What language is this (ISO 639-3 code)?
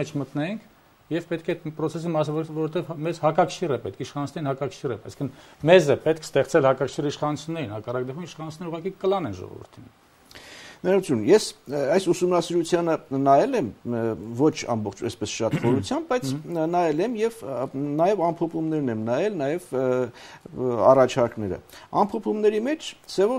hye